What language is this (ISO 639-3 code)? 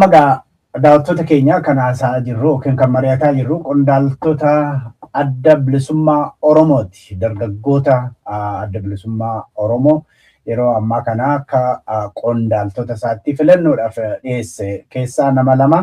orm